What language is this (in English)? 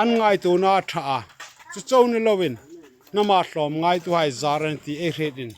Hmar